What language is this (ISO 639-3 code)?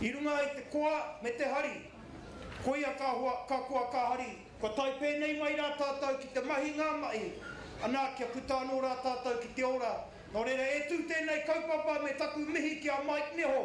mri